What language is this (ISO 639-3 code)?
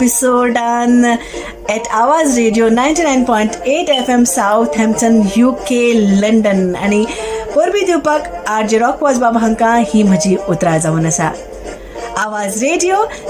kok